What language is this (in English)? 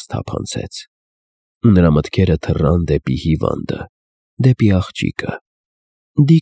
Armenian